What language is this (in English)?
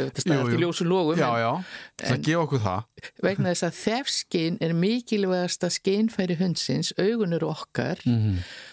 Icelandic